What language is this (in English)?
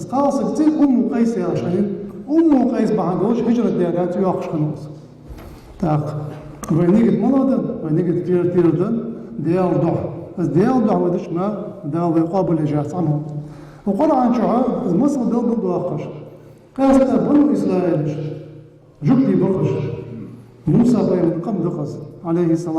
Ingush